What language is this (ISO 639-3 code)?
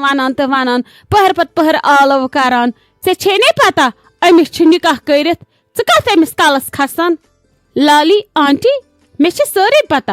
kas